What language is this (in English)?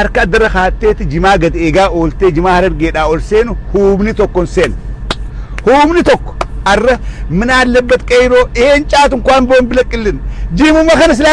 Oromo